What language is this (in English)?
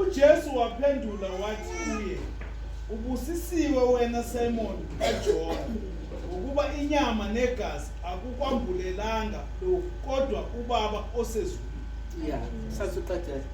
Zulu